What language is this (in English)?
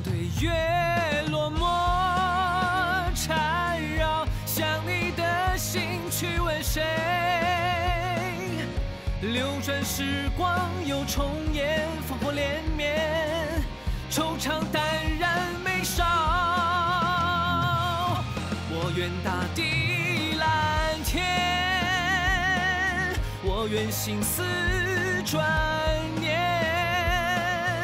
Chinese